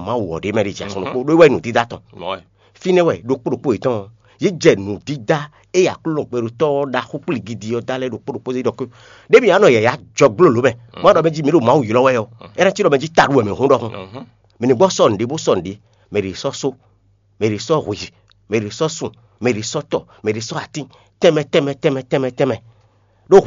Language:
Fon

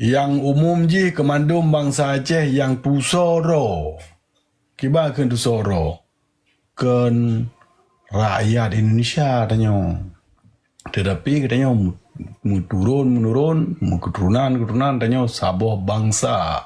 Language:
Achinese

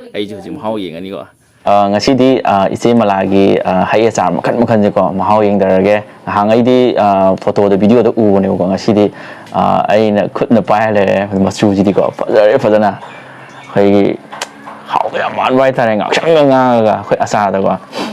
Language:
Manipuri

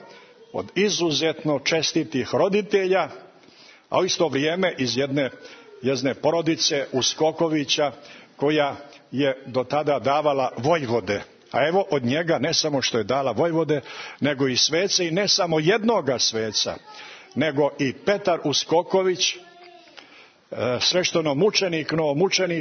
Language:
Serbian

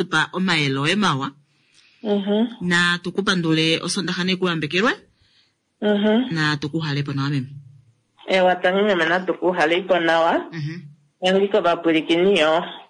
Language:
Kuanyama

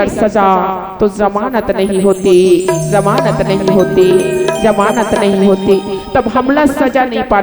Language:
Chhattisgarhi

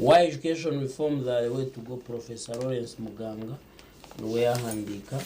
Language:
Nyankole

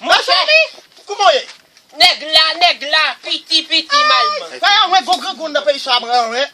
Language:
Haitian Creole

